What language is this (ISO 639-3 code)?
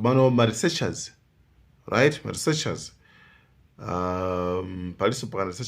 nya